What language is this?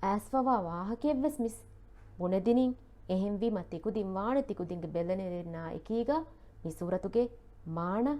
Divehi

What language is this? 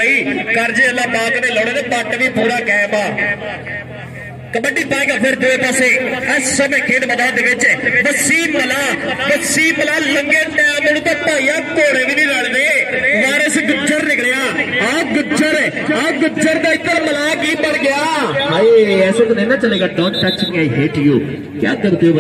Punjabi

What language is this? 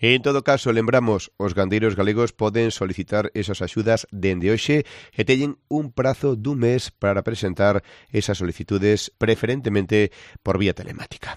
Galician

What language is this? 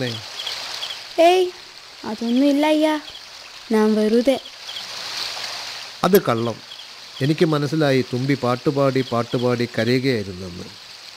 Malayalam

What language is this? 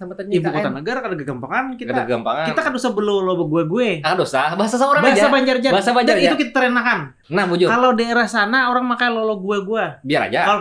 Banjar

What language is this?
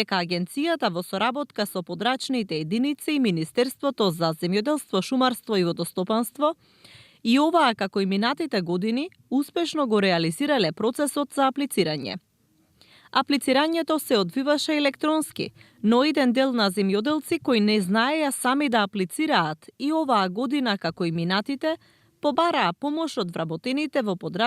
Macedonian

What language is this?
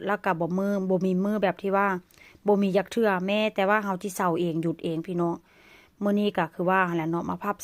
Northeastern Thai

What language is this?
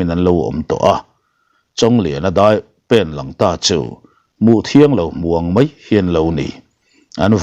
Mizo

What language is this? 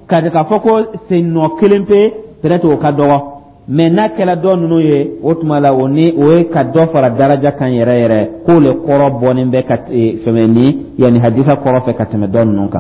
Dyula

